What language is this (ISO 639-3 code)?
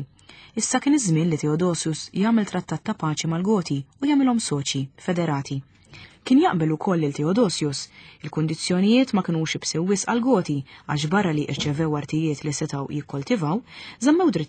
mlt